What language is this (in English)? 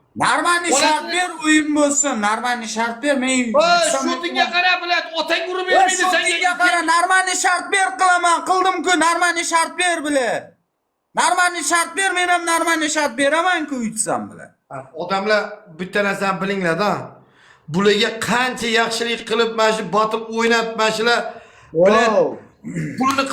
Uzbek